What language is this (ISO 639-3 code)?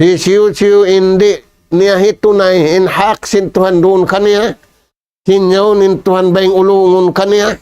tsg